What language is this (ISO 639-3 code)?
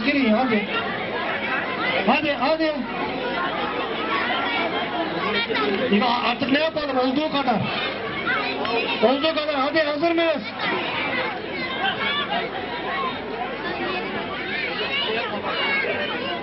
tur